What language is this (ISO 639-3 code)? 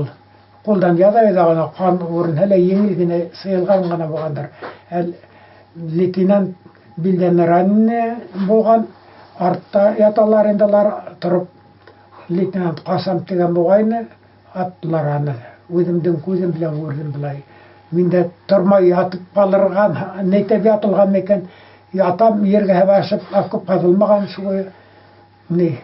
bak